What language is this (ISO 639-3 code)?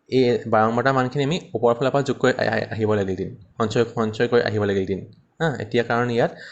asm